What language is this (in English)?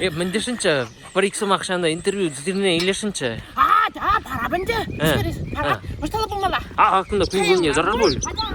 Chuvash